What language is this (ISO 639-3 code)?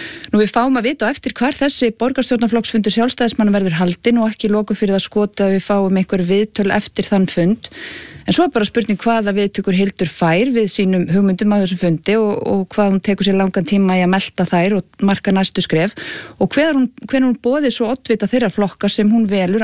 isl